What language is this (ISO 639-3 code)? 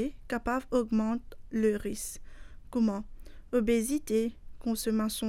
mfe